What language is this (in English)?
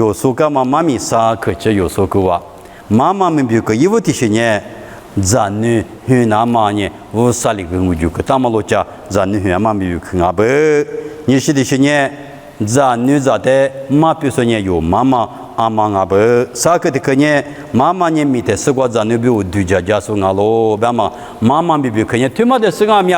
Lisu